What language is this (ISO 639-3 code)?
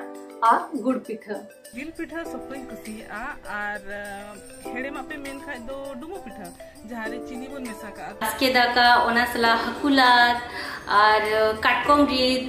sat